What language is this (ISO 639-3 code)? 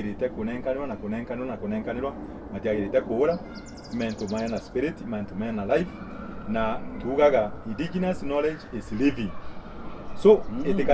mer